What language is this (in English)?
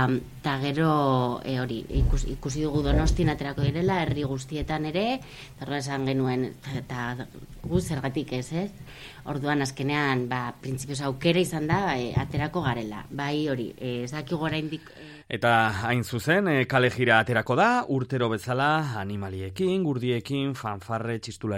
Basque